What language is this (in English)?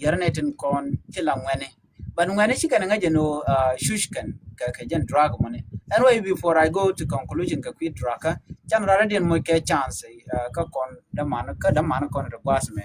Nuer